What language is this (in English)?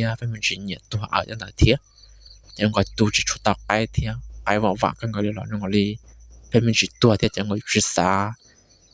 Hmong